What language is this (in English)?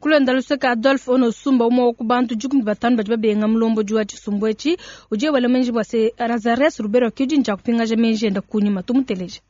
Luba-Lulua